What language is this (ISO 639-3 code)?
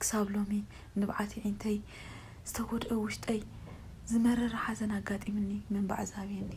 tir